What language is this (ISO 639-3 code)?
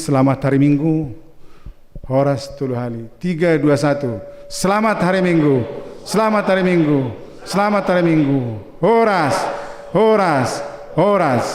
bts